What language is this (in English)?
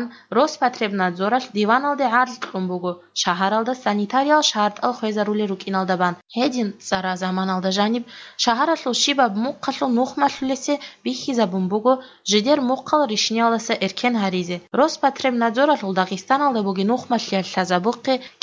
Avaric